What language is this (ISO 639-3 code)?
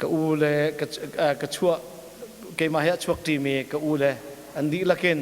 cnh